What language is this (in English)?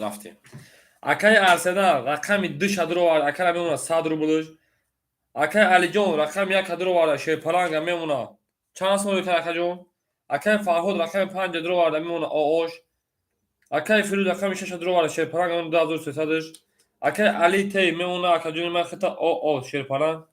Tajik